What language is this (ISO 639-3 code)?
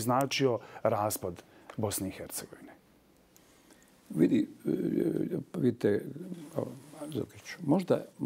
bos